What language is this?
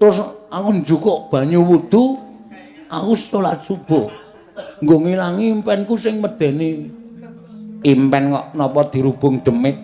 Javanese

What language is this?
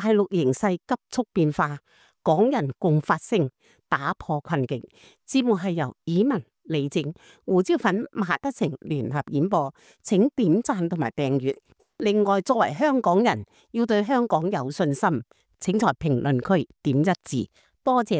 Cantonese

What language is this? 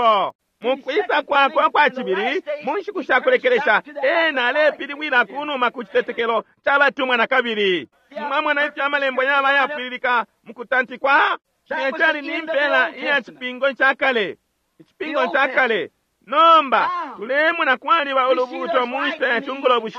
Bemba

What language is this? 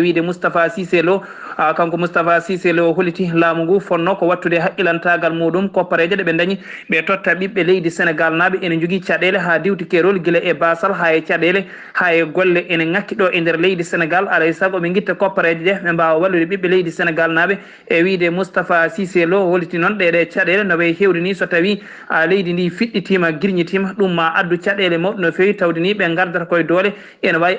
Fula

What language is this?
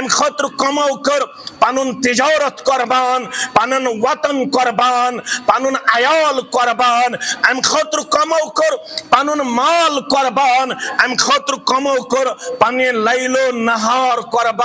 Kashmiri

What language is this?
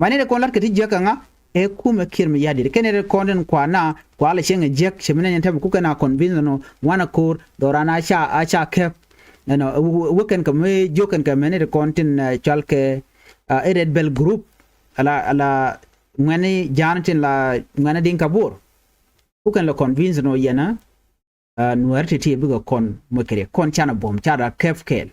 Nuer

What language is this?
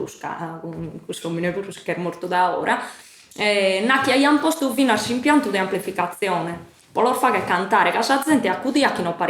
Sardinian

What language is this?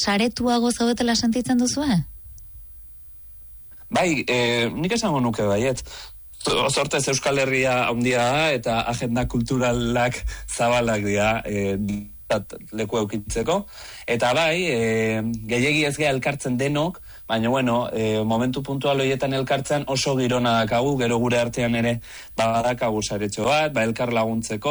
Basque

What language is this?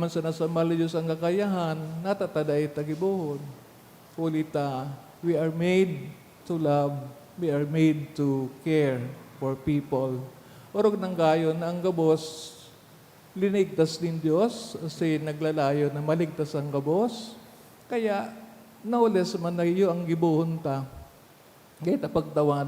Bikol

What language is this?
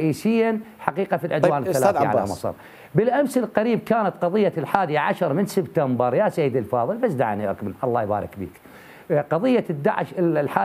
Mesopotamian Arabic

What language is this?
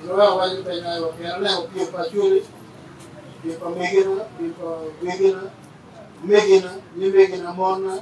Acoli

